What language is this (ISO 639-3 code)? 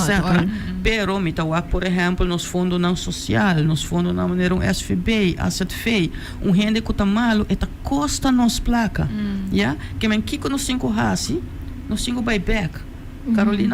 pap